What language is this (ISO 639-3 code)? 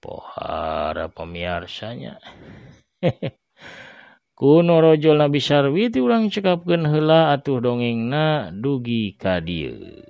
sun